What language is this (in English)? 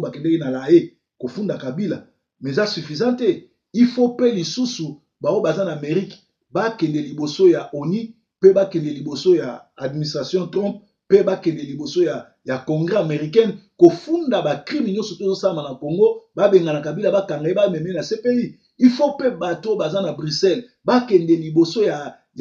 Lingala